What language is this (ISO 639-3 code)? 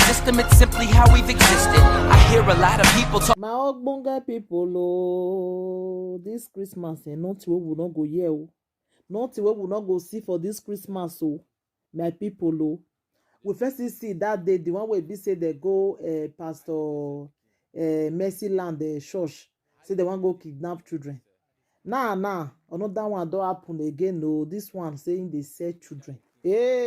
pcm